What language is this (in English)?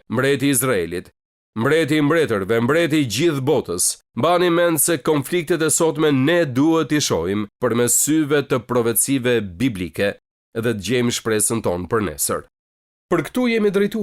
Albanian